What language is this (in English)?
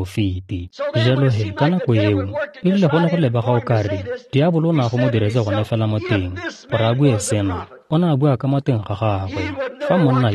Tswana